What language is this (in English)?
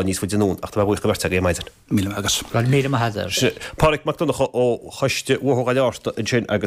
Irish